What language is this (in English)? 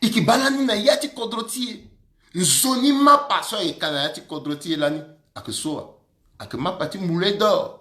Sango